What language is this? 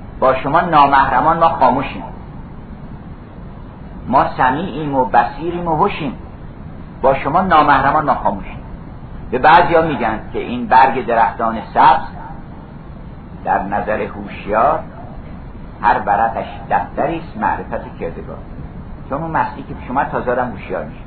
Persian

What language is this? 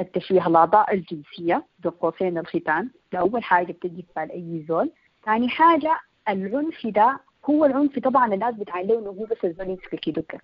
Sudanese Arabic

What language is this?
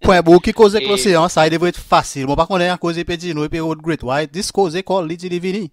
Seselwa Creole French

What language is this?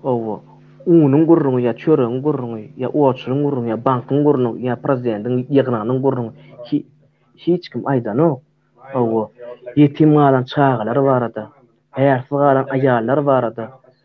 Turkmen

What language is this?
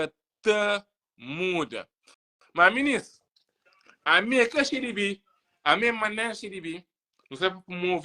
Kabuverdianu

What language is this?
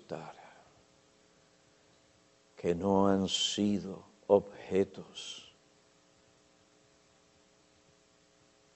Spanish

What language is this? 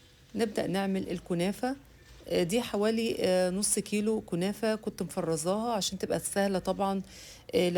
Egyptian Arabic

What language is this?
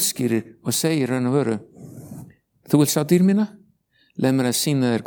Icelandic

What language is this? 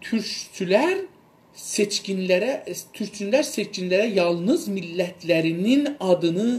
South Azerbaijani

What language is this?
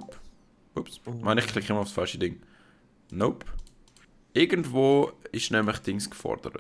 Swiss German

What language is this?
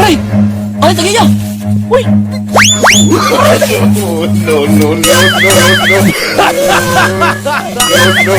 Waray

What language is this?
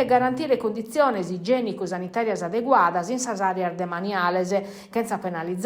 Sardinian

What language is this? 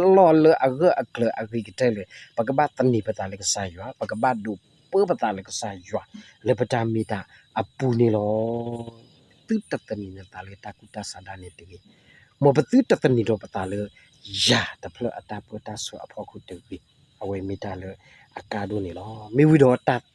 S'gaw Karen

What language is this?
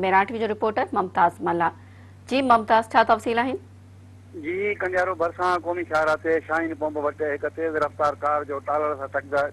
Sindhi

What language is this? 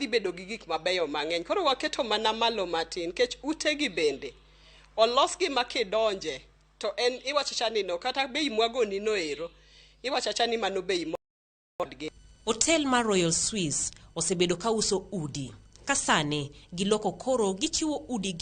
Luo (Kenya and Tanzania)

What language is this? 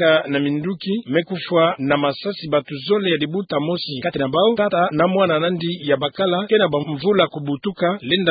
Kituba (Democratic Republic of Congo)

